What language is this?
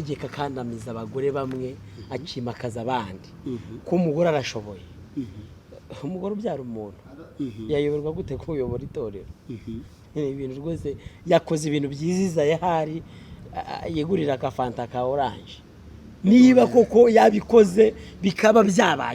Kinyarwanda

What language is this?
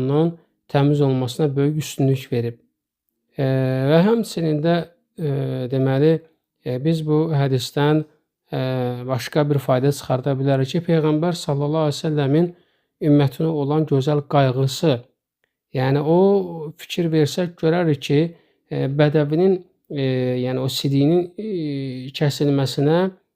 Azerbaijani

